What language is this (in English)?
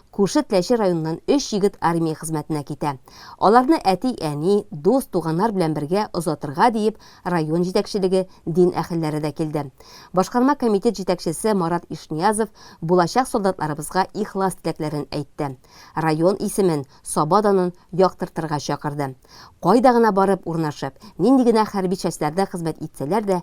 Tatar